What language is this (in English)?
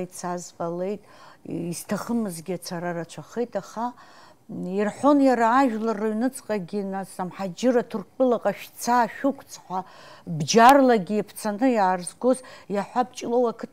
Abkhazian